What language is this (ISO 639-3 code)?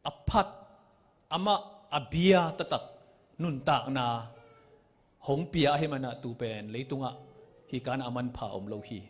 ctd